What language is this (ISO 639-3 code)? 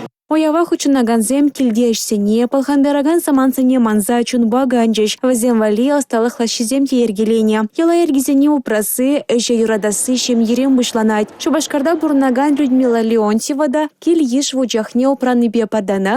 chv